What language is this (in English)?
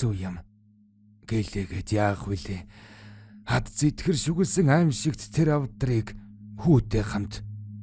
Mongolian